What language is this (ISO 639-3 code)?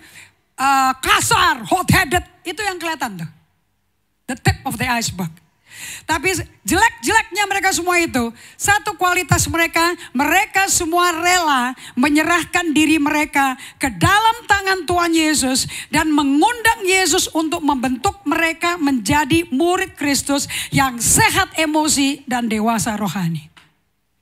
ind